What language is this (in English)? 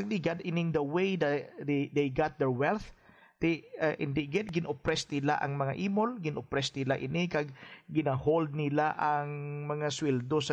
Hiligaynon